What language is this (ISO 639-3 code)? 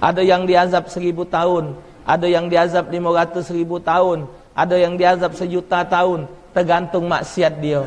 mui